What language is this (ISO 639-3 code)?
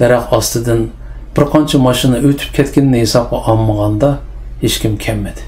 uig